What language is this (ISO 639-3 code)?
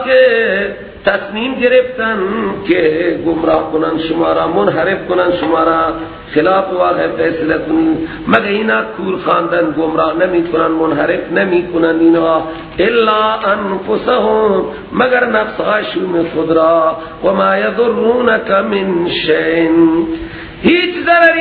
fas